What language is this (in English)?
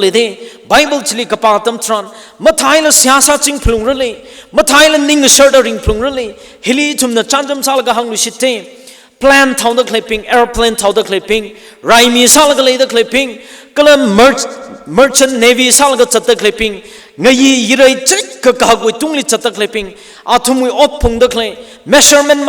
Tangkhul Naga (India)